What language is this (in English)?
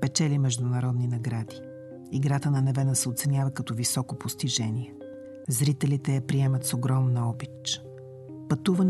Bulgarian